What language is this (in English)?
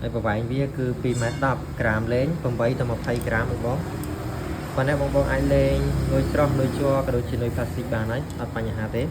Khmer